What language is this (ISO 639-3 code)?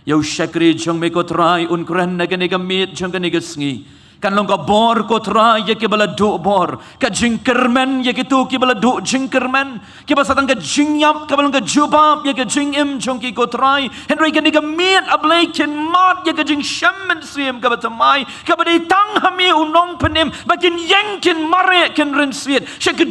kha